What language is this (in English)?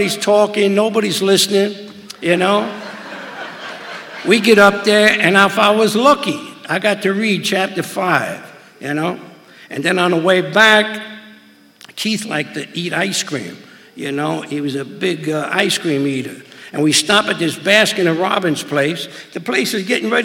English